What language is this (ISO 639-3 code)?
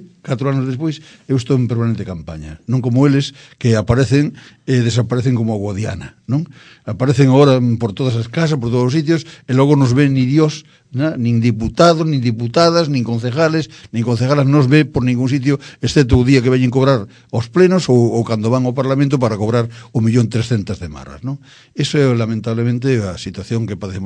glg